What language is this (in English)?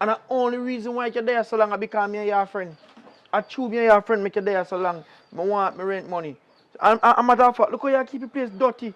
Jamaican Creole English